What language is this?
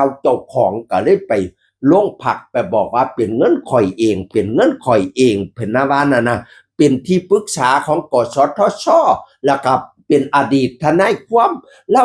Northeastern Thai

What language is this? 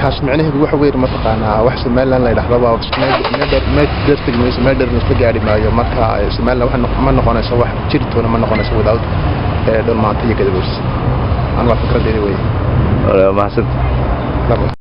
Somali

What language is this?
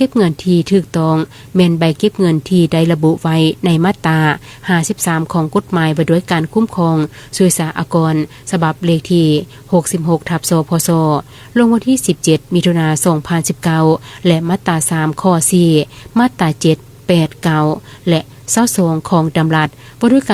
Lao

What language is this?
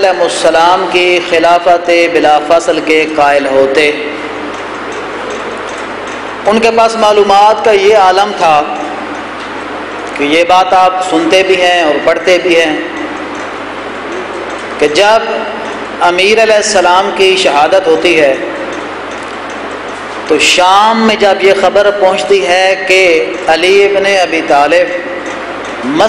Urdu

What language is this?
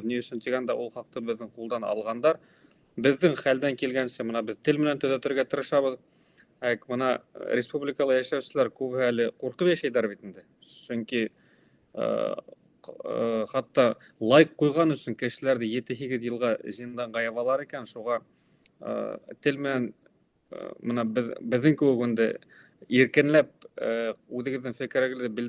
Bashkir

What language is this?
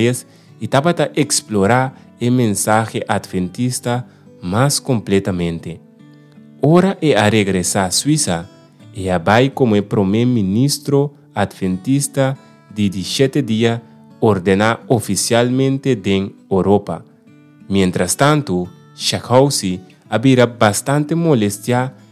Papiamento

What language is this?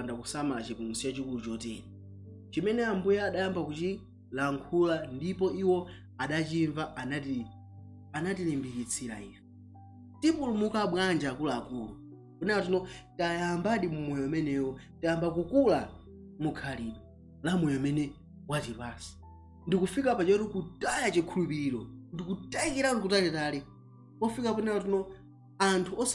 Nyanja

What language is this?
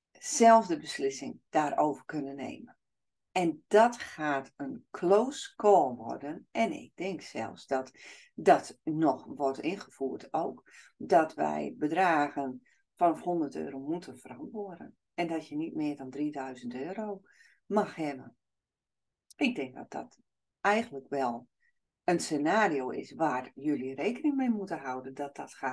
Dutch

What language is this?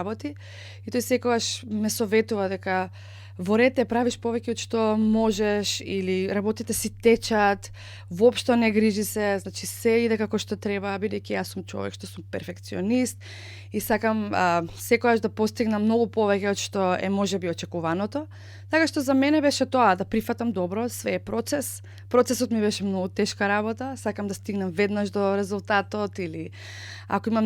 Macedonian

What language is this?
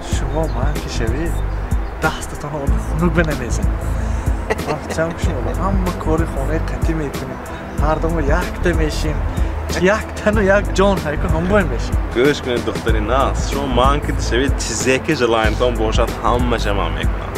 Tajik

